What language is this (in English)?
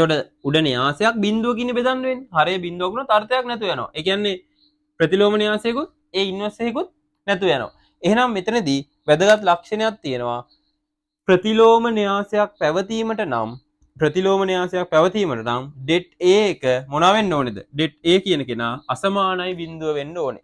Sinhala